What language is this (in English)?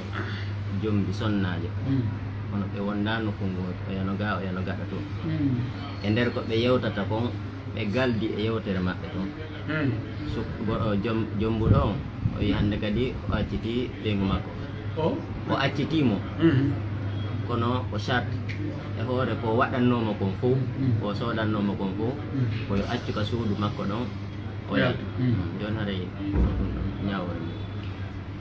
Pular